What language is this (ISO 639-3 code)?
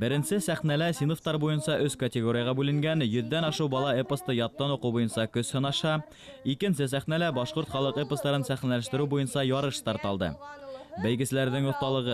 bak